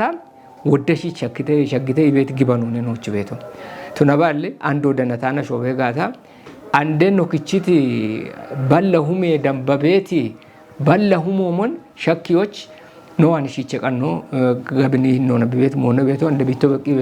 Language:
Kafa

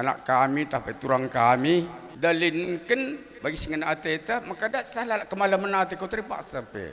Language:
Batak Karo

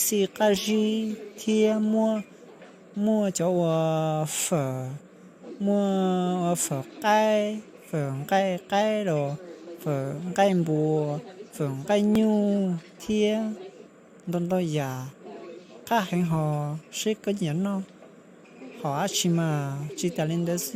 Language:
Hmong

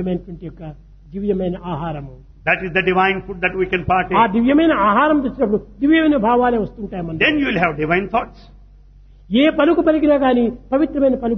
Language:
Telugu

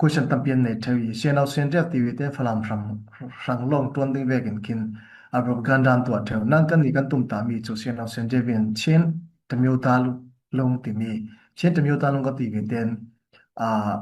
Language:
Hakha Chin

